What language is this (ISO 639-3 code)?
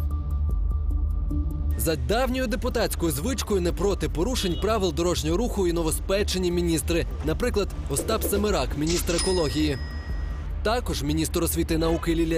ukr